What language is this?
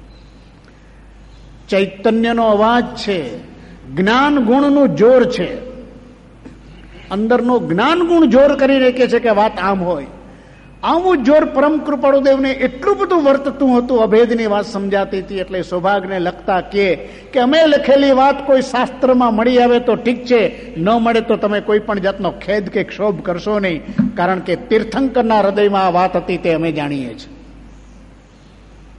Gujarati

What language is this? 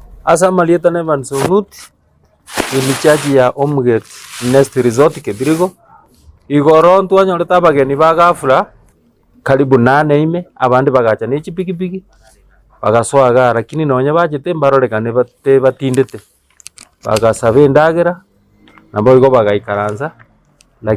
Gusii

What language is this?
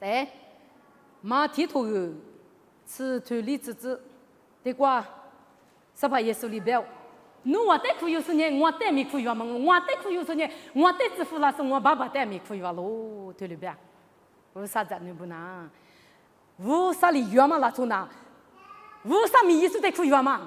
Lisu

